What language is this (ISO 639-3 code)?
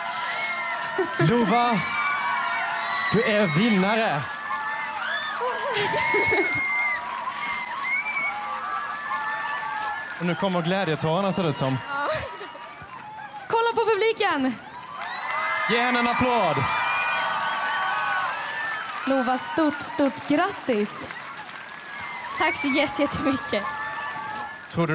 swe